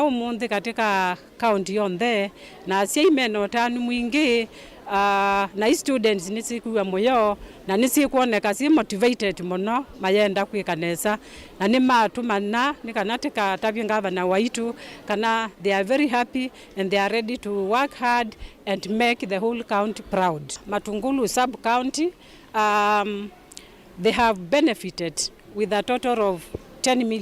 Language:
Kamba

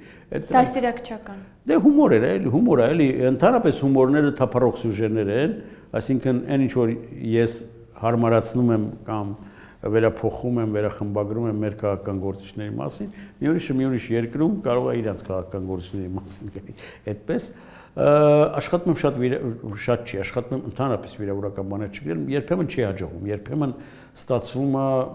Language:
Armenian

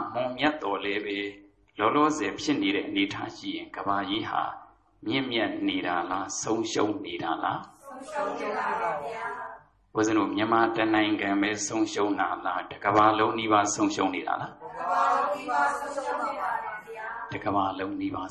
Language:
Burmese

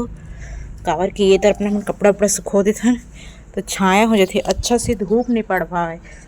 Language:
Chhattisgarhi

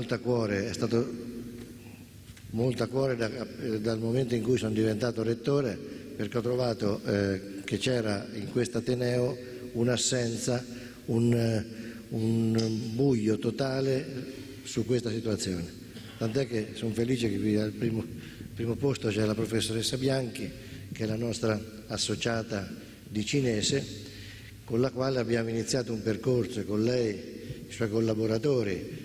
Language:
Italian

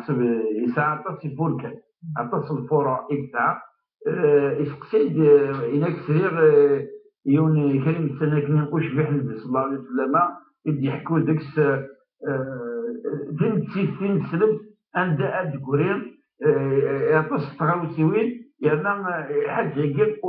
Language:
Kabyle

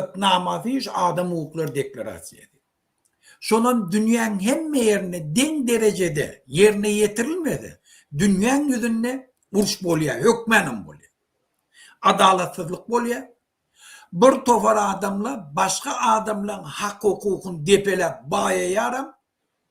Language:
Turkmen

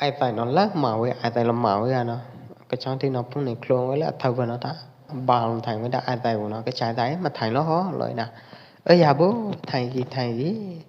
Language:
Pwo Eastern Karen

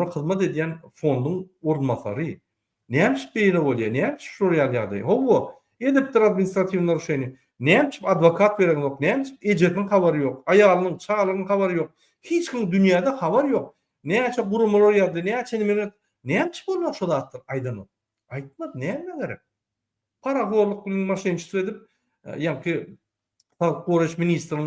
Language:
Turkmen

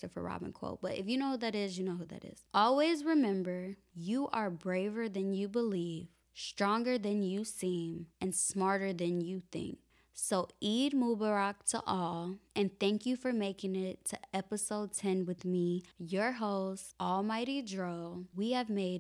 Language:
English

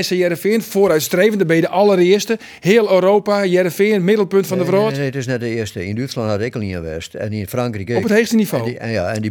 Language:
Western Frisian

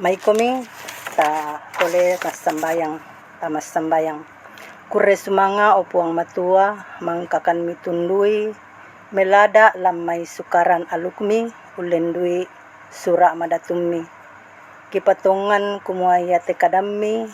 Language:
Toraja-Sa'dan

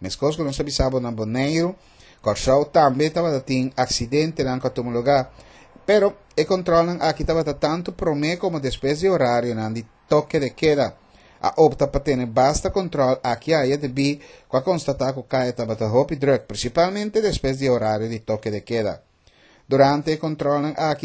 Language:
Papiamento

